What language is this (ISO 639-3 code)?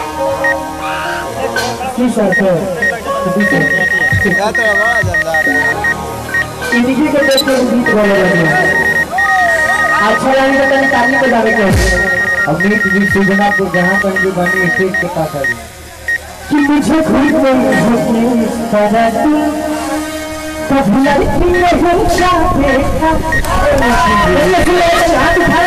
bho